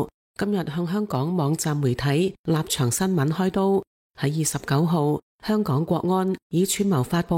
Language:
Cantonese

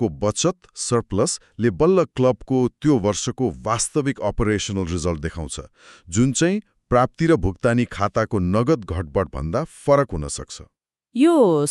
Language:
Nepali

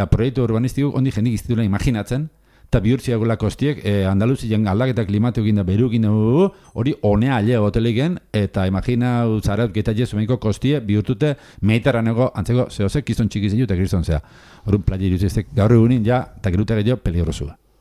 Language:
Basque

